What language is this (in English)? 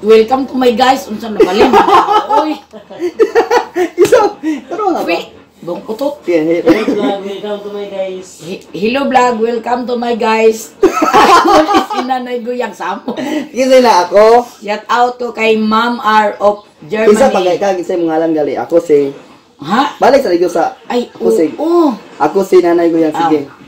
Cebuano